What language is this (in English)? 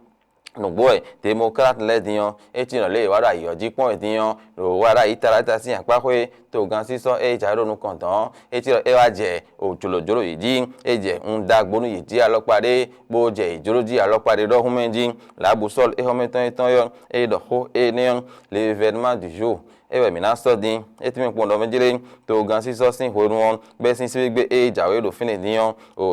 Fon